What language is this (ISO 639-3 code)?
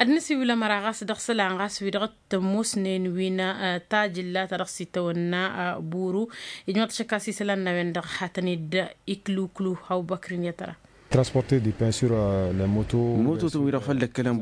taq